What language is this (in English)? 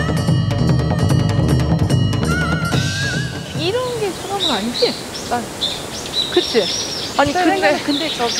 Korean